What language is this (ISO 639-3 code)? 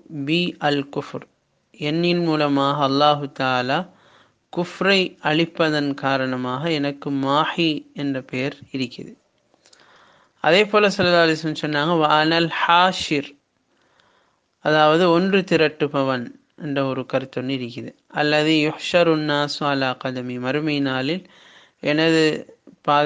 tam